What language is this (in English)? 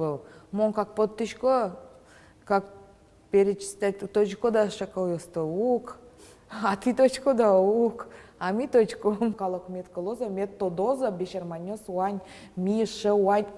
Udmurt